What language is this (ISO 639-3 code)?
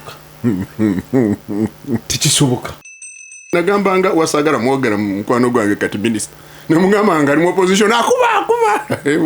lug